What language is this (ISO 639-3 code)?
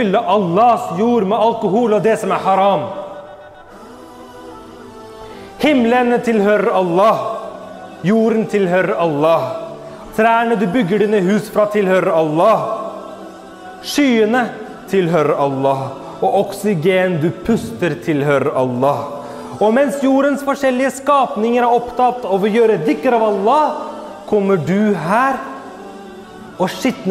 nor